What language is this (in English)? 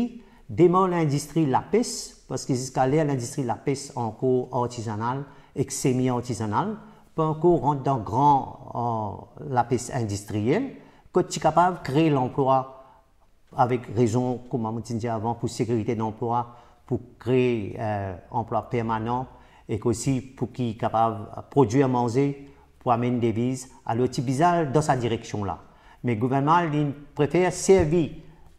Morisyen